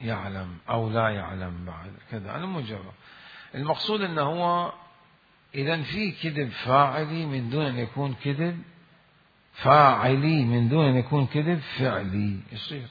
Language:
Mesopotamian Arabic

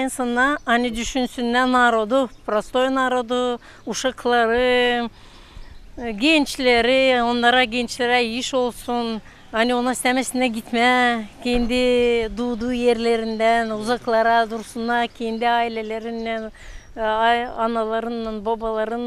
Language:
Gagauz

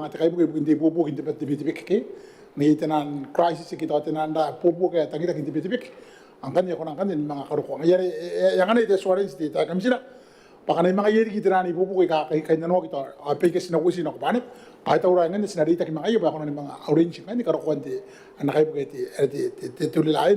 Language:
Gilbertese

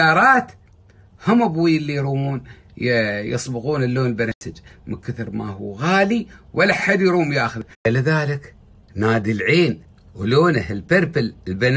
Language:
Gulf Arabic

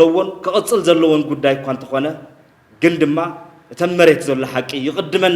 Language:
Tigrinya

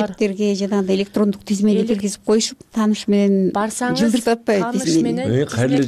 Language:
Kyrgyz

